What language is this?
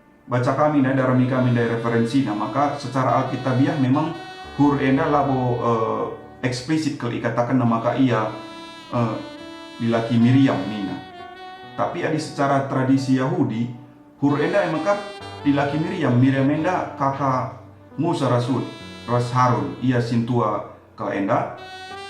Batak Karo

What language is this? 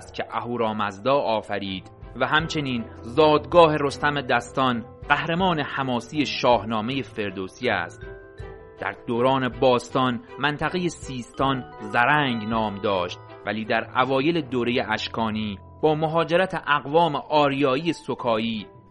Persian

